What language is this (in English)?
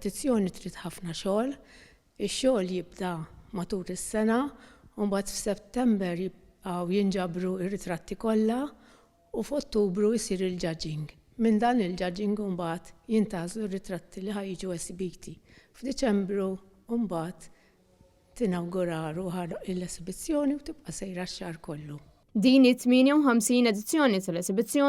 Maltese